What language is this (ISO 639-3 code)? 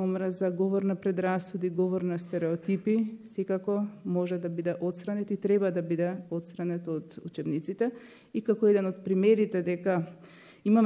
mkd